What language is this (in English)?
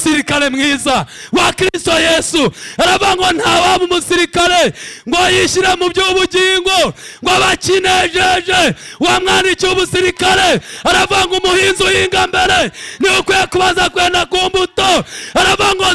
Kinyarwanda